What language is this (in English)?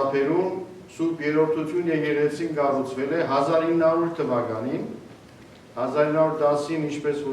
Western Armenian